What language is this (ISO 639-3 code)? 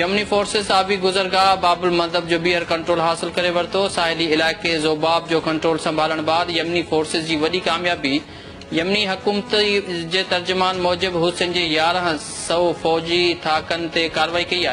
snd